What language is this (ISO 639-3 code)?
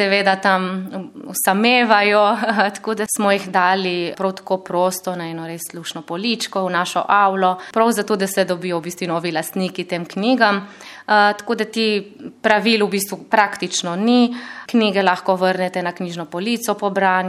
slv